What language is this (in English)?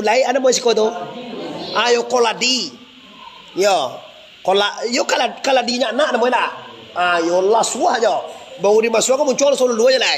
Minangkabau